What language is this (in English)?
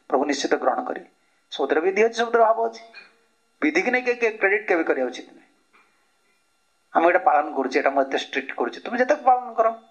Odia